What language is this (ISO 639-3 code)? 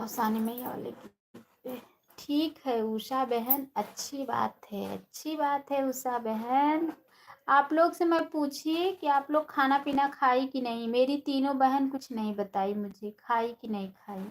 awa